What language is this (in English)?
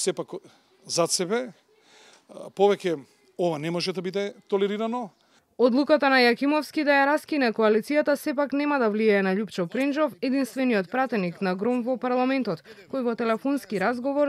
Macedonian